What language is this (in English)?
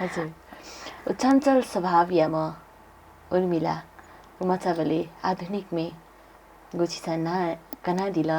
Newari